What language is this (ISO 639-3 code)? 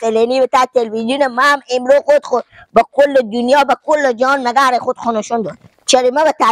fas